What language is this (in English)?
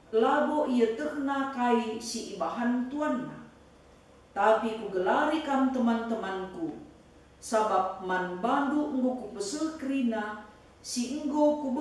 Batak Karo